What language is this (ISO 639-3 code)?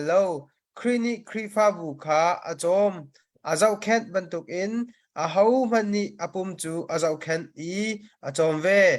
cnh